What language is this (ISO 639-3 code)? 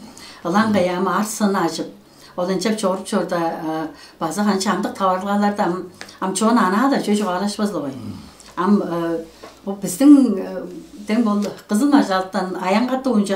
tyv